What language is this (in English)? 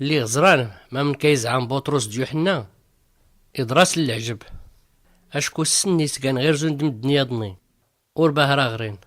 Tachelhit